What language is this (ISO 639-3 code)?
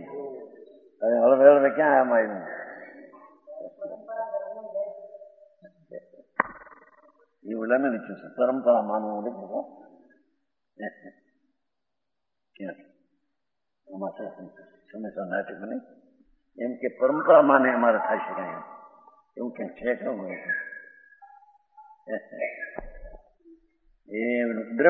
guj